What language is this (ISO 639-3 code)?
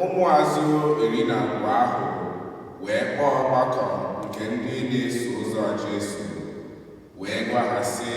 ibo